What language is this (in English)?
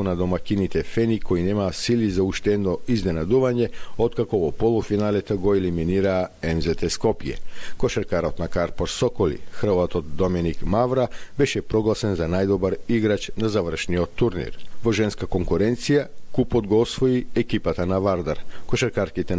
Macedonian